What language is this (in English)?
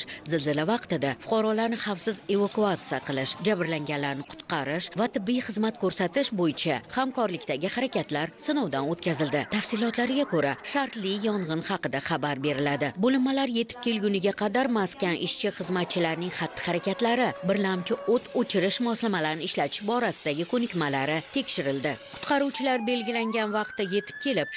Uzbek